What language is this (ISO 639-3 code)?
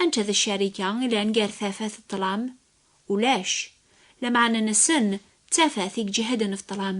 kab